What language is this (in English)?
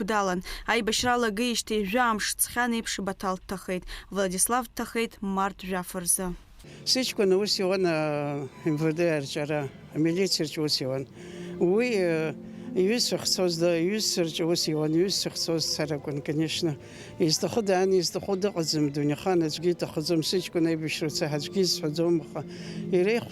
Abkhazian